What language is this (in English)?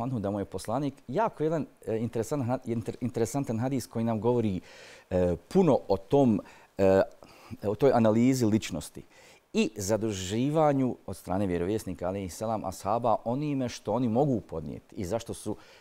Bosnian